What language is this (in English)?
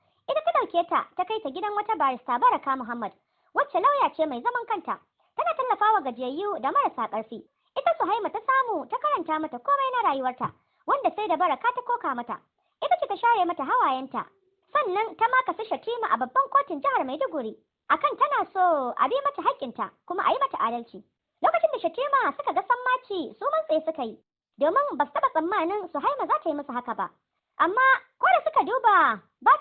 Hausa